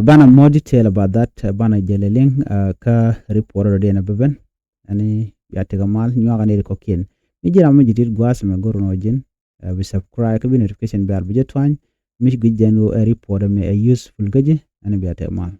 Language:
Nuer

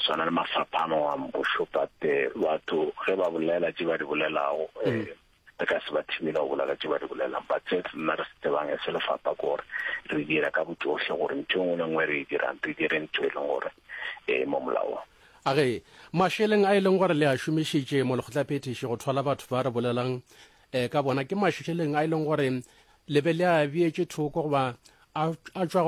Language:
Northern Sotho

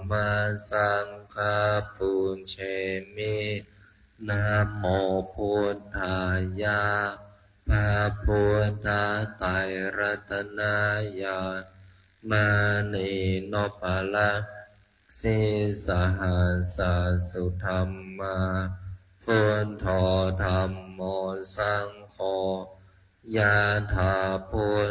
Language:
Pali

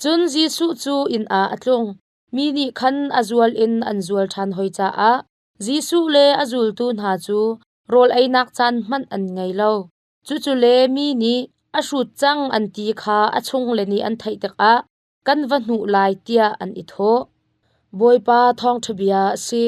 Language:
Hakha Chin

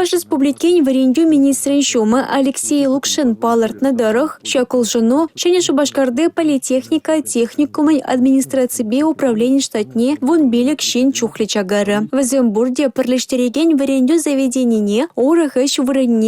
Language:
Chuvash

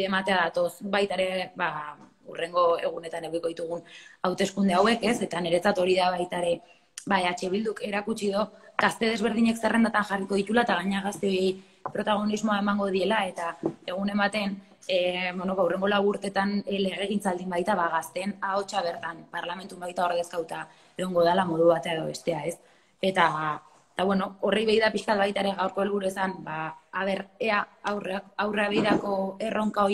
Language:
Basque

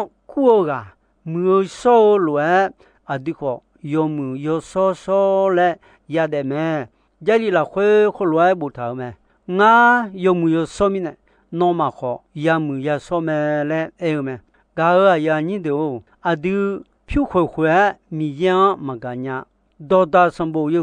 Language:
Akha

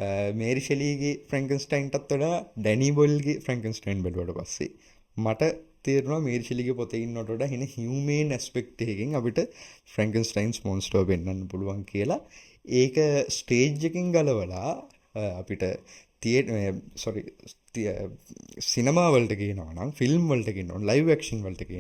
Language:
Sinhala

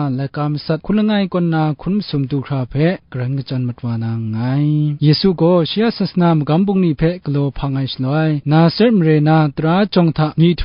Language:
Kachin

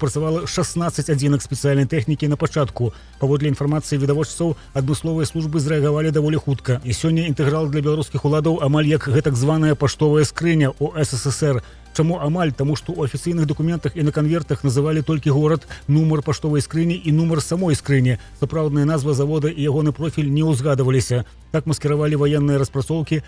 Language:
Belarusian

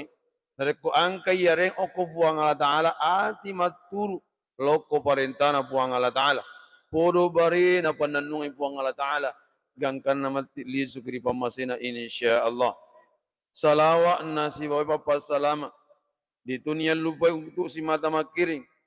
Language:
Buginese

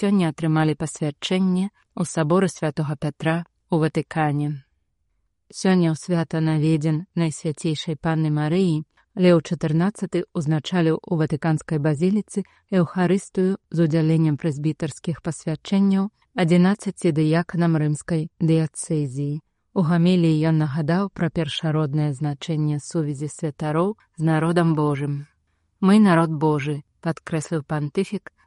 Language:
Belarusian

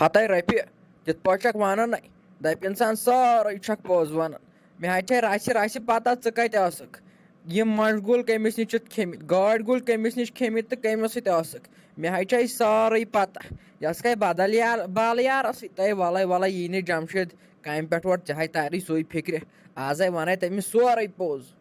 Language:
Kashmiri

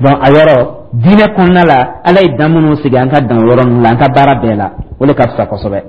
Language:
Dyula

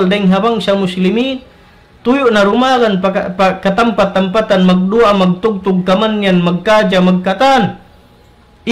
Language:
Tausug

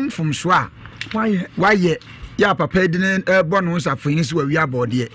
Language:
Akan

